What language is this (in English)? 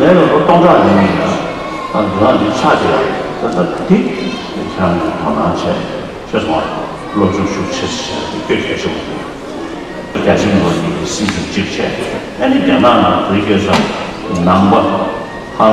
Tibetan